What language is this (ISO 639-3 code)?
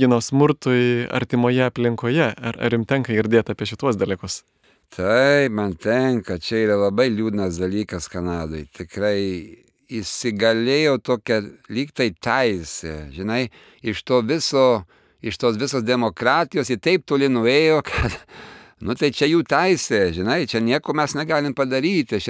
lit